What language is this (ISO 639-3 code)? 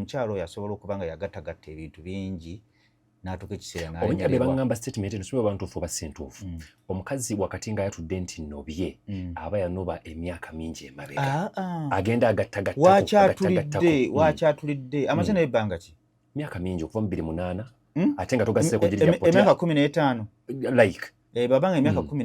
lug